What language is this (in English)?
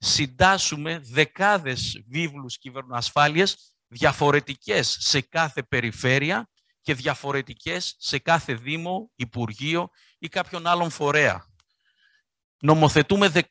Greek